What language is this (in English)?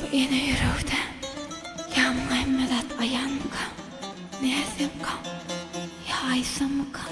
Turkmen